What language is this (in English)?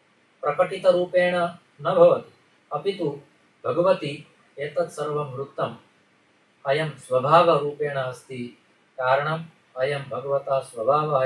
Sanskrit